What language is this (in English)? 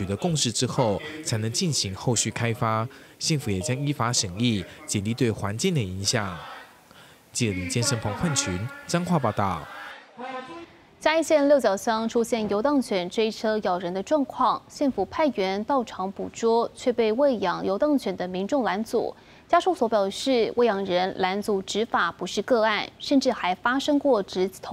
Chinese